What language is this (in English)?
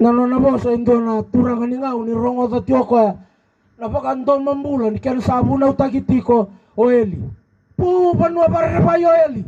Fijian